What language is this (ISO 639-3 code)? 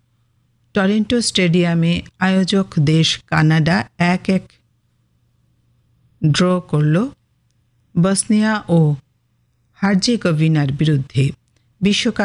ben